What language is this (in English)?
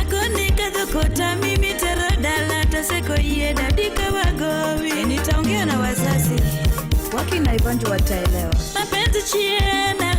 Luo (Kenya and Tanzania)